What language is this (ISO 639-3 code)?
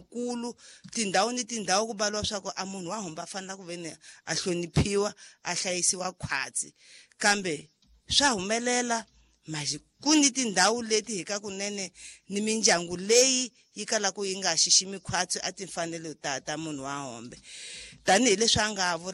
tso